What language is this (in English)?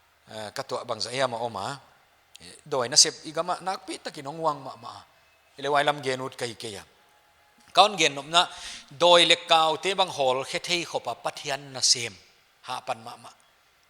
Paite Chin